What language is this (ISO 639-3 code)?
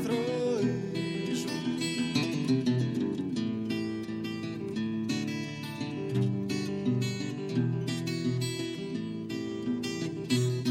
ell